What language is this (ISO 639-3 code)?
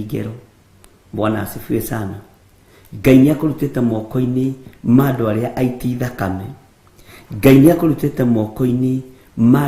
kik